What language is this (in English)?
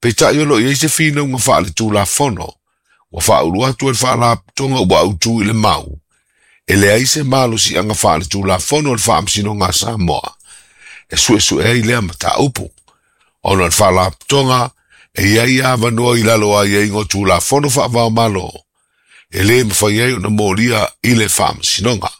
Samoan